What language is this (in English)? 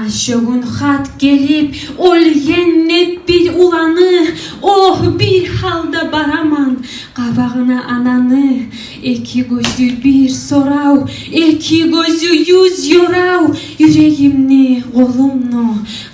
Kumyk